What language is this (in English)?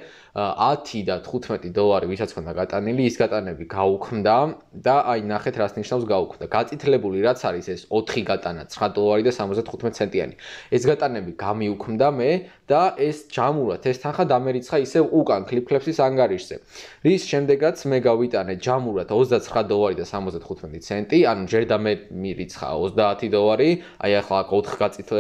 Georgian